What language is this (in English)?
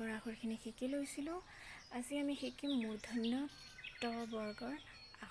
Assamese